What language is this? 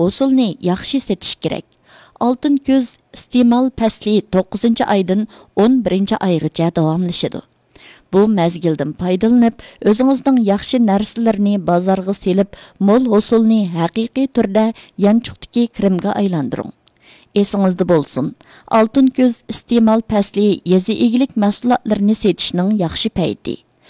Uyghur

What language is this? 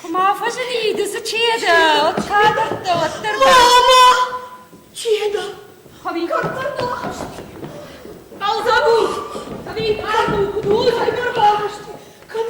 Ossetic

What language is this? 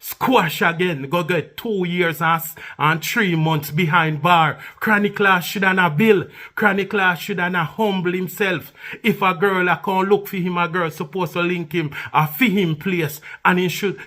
Jamaican Creole English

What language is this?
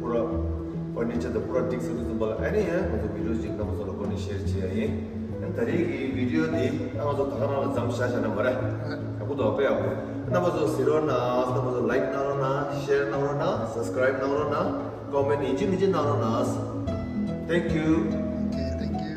Tibetan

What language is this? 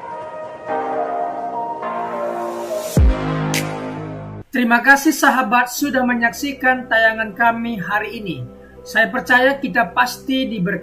Indonesian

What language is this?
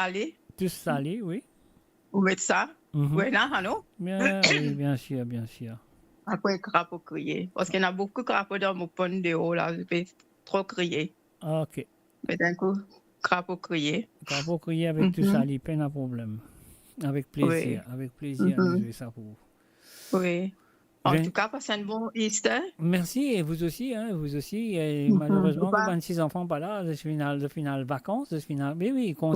Morisyen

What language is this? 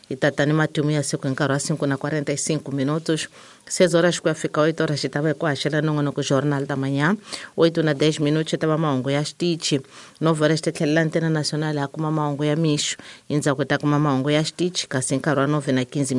Tsonga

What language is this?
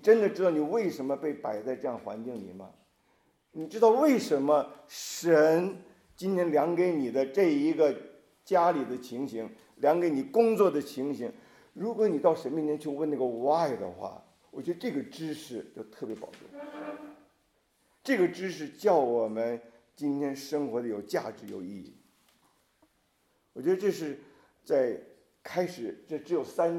Chinese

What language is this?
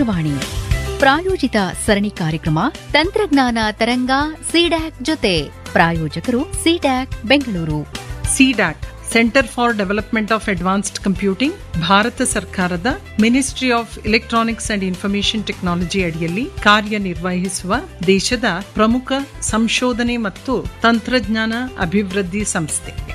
Kannada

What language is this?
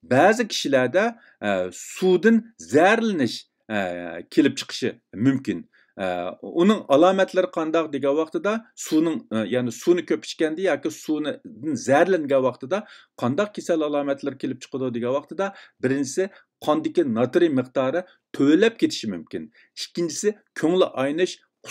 Uyghur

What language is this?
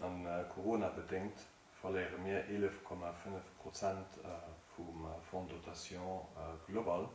Luxembourgish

